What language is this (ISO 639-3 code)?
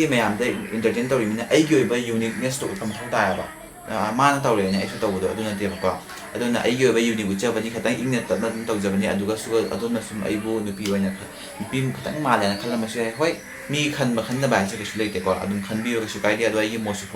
mni